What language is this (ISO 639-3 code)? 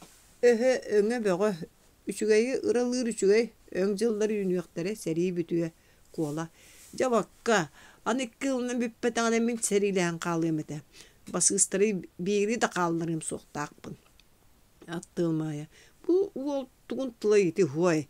sah